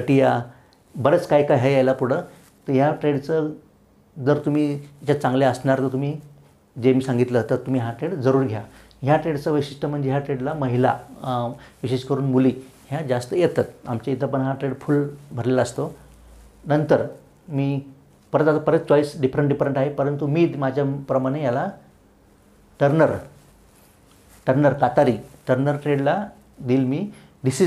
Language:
Marathi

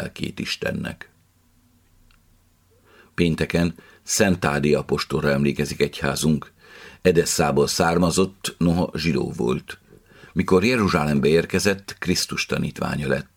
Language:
Hungarian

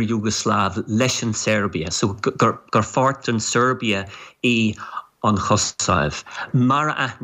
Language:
Irish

